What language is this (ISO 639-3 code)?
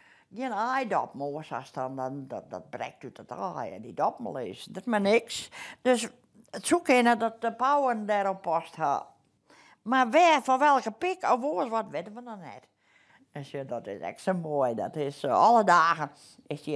fry